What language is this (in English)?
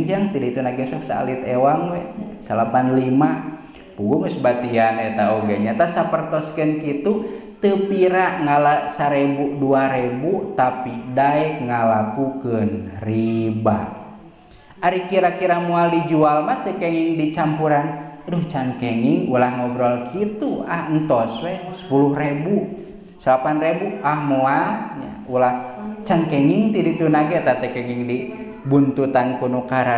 Sundanese